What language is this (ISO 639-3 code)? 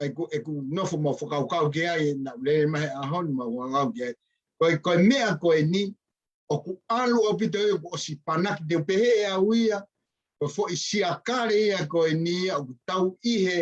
ton